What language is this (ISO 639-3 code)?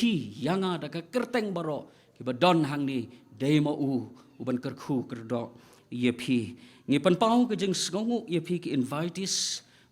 kha